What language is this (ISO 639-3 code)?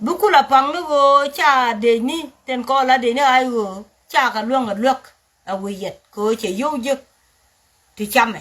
nus